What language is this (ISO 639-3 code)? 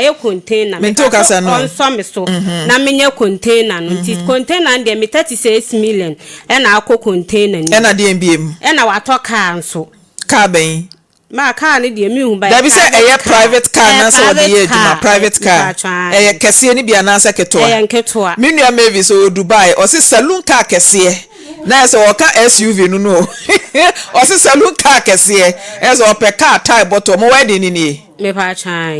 aka